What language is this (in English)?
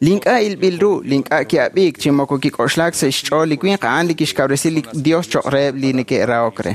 Kekchí